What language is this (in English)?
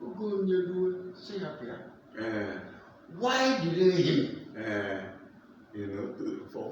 Igbo